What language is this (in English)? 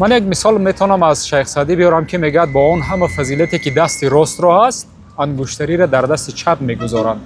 Tajik